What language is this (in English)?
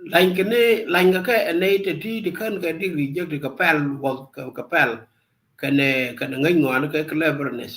Nuer